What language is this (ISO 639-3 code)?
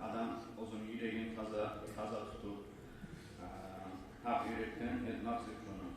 kum